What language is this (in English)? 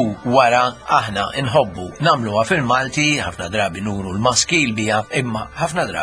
Maltese